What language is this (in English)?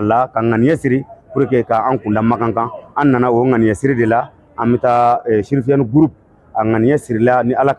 Bambara